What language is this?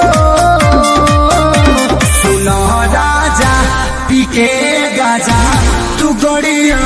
Bhojpuri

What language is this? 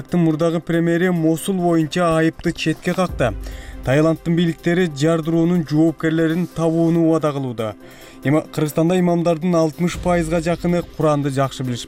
Kyrgyz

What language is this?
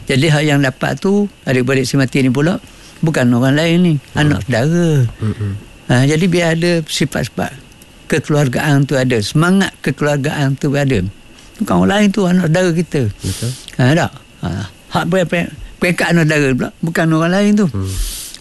Malay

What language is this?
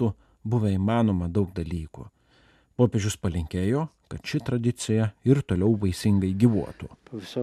Lithuanian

